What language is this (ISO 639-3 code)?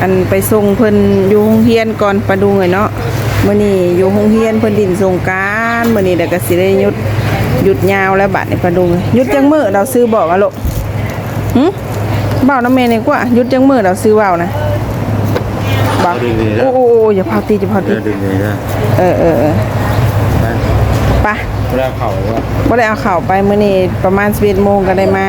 lao